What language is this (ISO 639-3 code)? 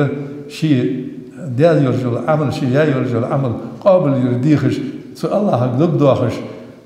inh